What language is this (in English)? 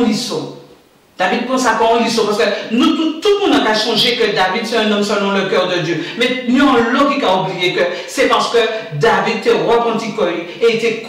Guadeloupean Creole French